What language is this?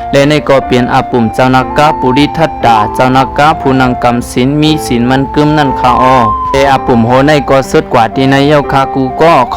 Shan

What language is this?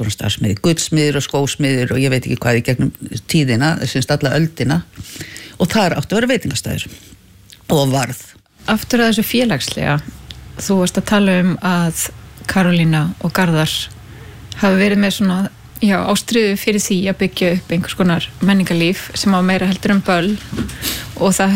Icelandic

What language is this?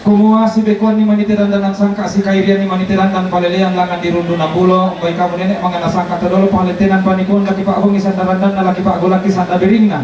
Toraja-Sa'dan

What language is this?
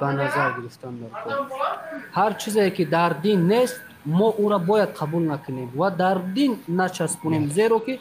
Tajik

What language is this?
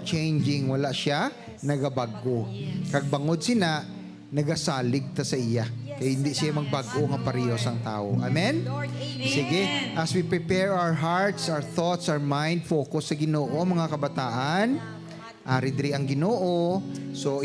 Hiligaynon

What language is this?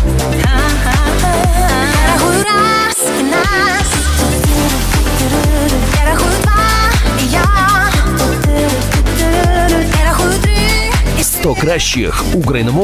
Ukrainian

